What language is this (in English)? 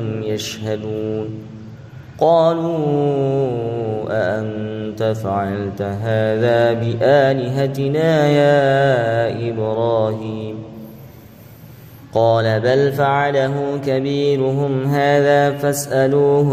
Arabic